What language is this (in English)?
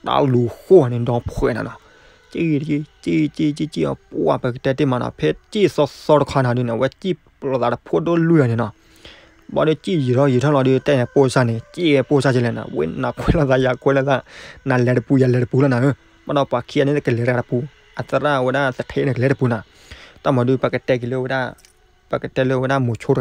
S'gaw Karen